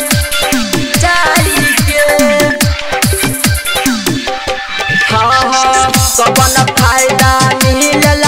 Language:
Bhojpuri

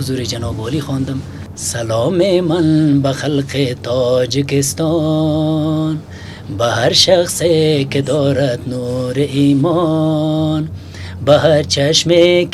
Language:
Tajik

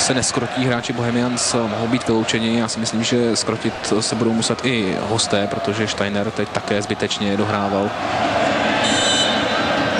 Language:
Czech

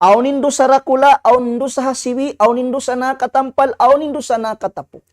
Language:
Tausug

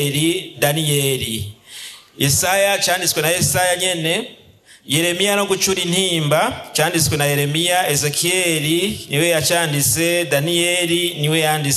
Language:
Rundi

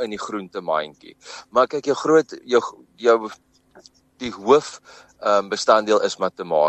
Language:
Afrikaans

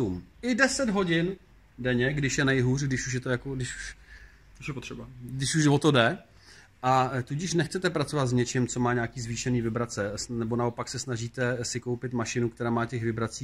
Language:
Czech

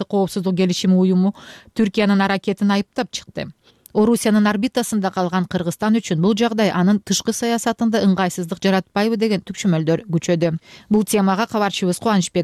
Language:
Kyrgyz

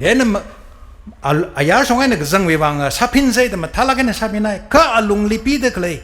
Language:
Tangkhul Naga (India)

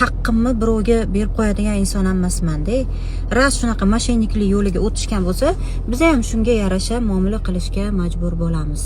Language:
Uzbek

